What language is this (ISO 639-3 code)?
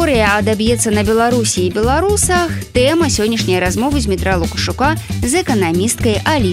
bel